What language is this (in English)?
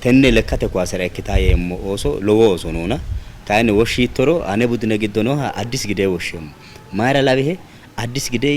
Sidamo